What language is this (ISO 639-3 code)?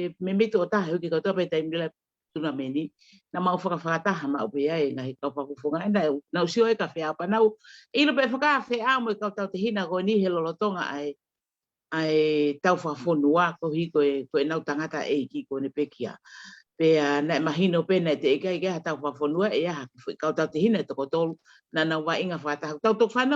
ton